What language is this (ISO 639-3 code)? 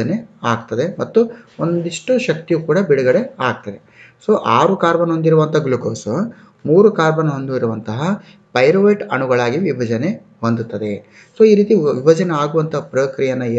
kan